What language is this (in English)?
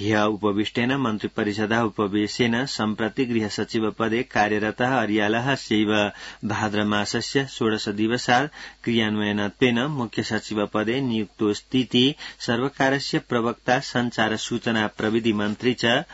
Sanskrit